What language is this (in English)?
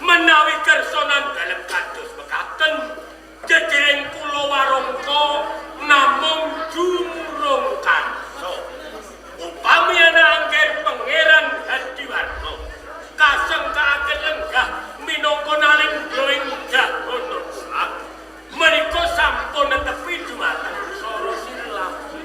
Javanese